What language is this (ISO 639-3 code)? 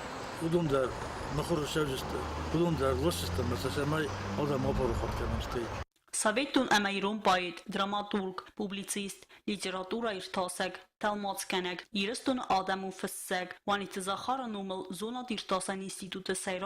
oss